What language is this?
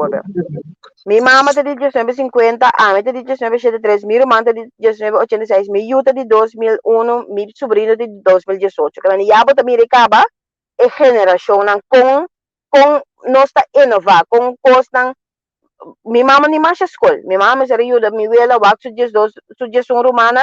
Papiamento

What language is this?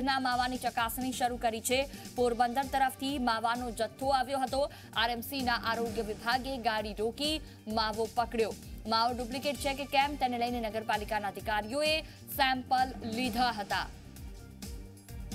Gujarati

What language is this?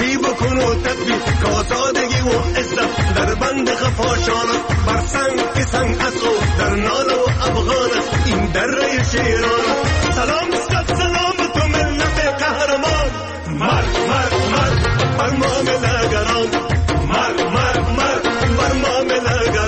Persian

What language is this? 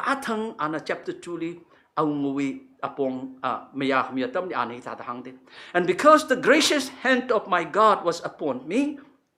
Tangkhul Naga (India)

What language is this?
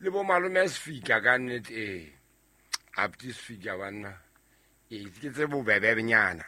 Southern Sotho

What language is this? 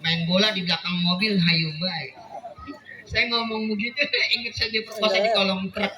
Betawi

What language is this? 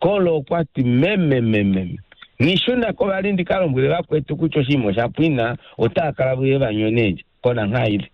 Kuanyama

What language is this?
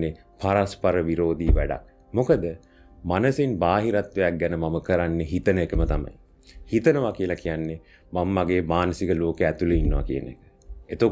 Sinhala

